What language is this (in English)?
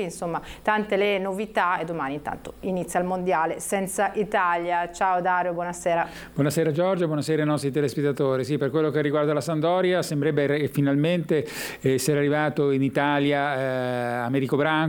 Italian